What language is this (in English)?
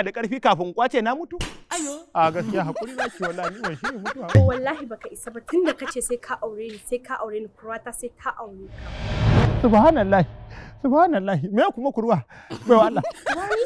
Hausa